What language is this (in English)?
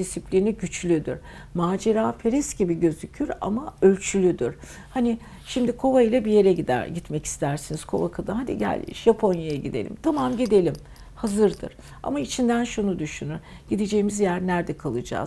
Turkish